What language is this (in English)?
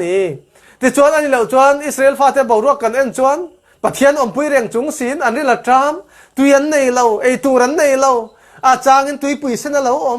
Falam Chin